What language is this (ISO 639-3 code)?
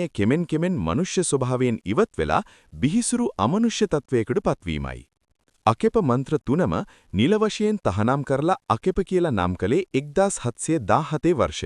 sin